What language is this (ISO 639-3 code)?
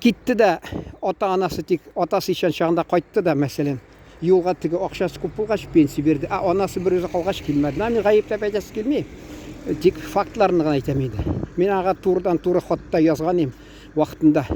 tat